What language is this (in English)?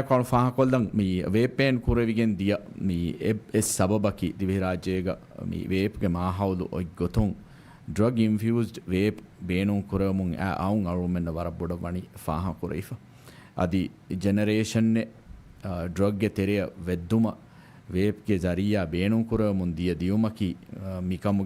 Divehi